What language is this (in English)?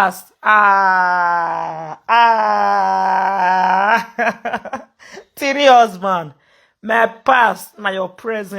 Nigerian Pidgin